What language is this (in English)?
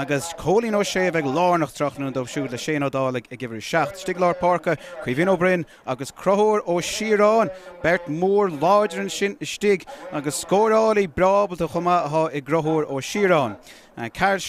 Irish